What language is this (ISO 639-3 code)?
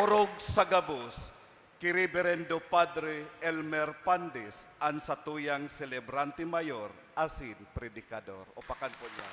bik